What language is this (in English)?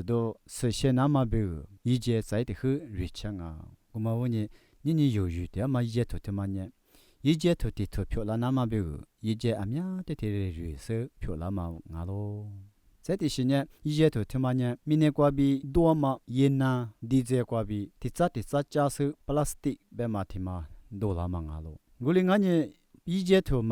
Lisu